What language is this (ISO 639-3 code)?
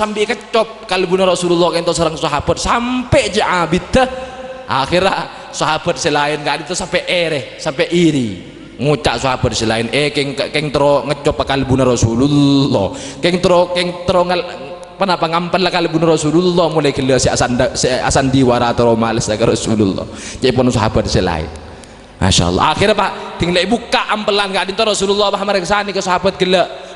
mad